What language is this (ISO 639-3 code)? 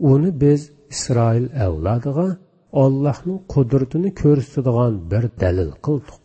uig